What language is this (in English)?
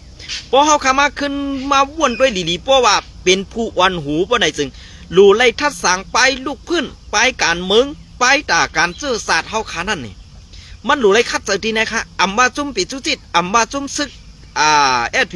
Shan